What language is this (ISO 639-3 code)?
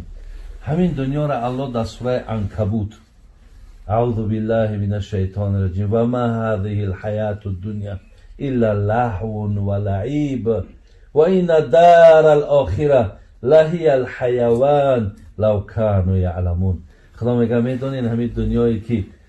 tgk